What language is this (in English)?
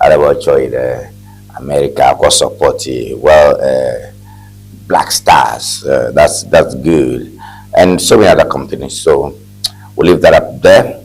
Ewe